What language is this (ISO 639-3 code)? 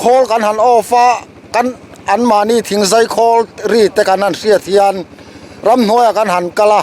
lus